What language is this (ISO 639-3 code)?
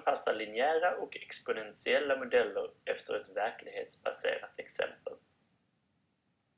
swe